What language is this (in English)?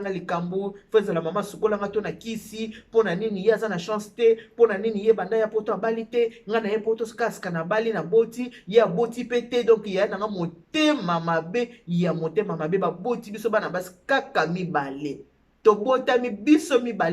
Lingala